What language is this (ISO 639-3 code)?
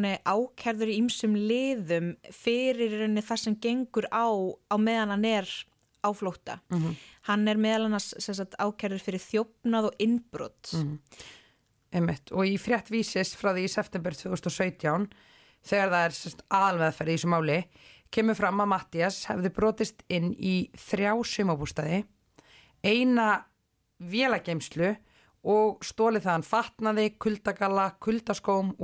isl